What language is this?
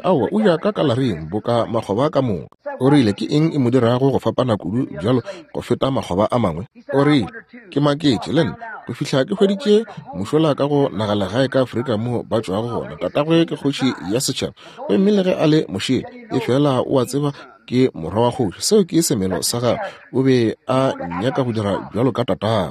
Northern Sotho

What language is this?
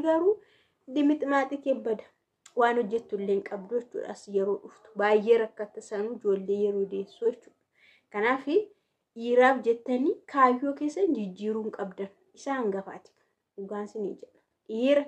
Oromo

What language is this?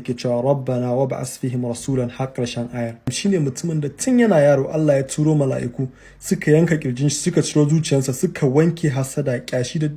Hausa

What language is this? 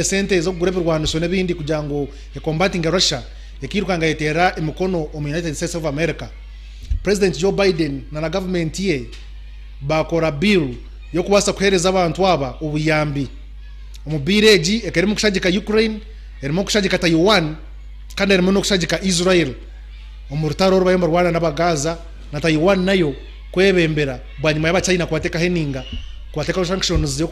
Nyankole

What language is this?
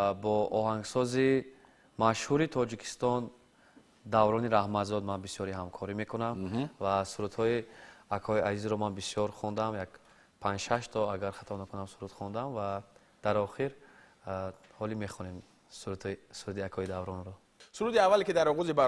Tajik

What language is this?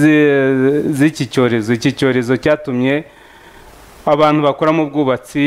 Kinyarwanda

